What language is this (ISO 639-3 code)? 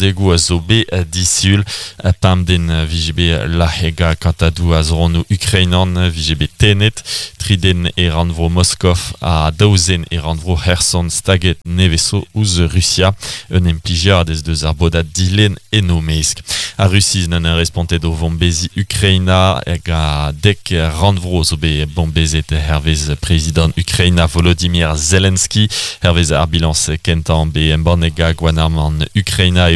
bre